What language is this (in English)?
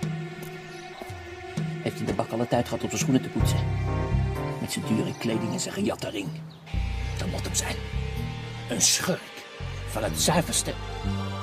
Dutch